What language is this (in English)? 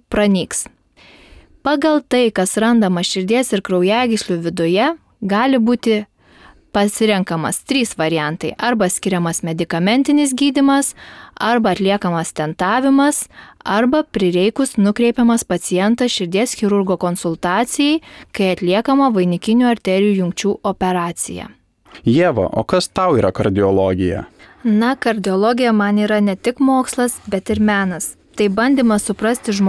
Lithuanian